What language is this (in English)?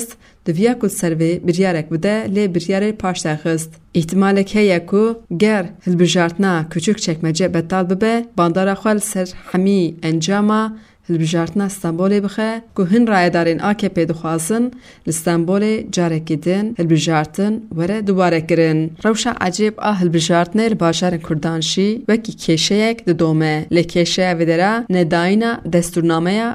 Kurdish